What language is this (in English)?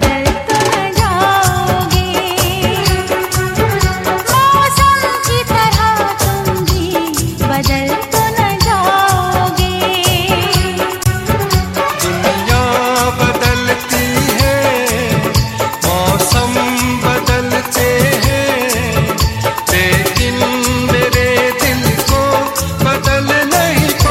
Hindi